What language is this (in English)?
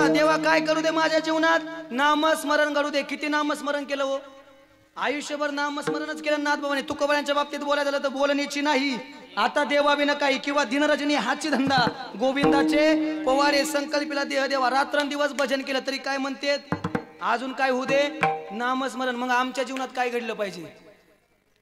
Marathi